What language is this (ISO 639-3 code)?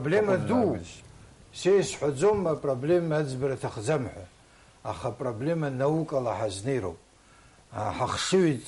abk